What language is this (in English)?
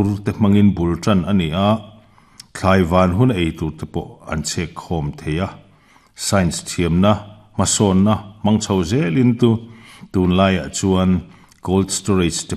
Mizo